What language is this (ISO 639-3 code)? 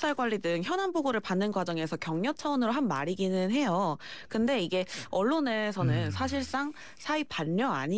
kor